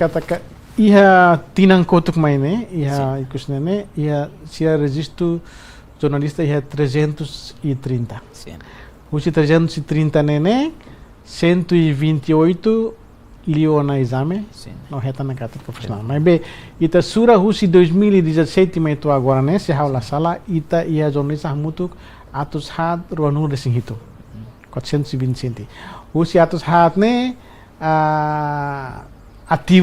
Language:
Tetum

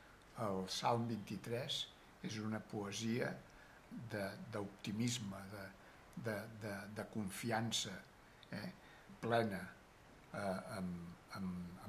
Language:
Catalan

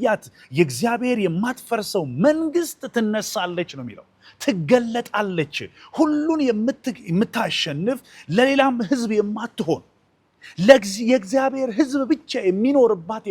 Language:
Amharic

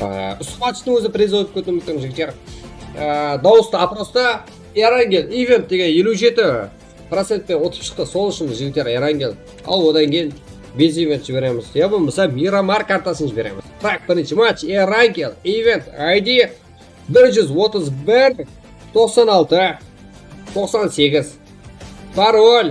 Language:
Kara-Kalpak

